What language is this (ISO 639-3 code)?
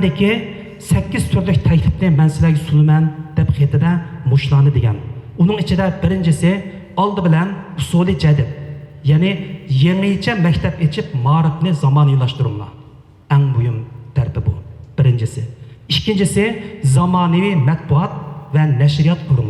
uig